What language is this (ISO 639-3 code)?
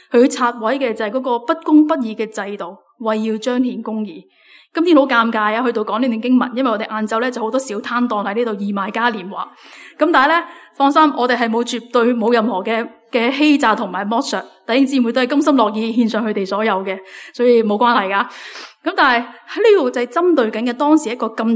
yue